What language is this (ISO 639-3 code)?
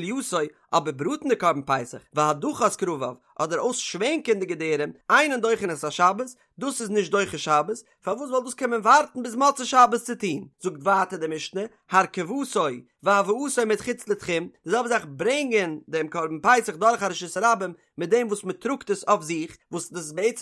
yid